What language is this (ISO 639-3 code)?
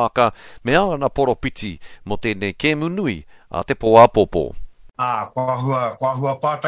mri